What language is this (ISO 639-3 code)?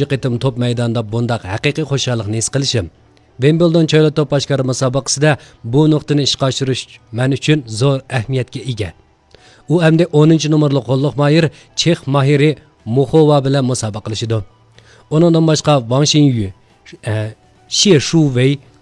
uig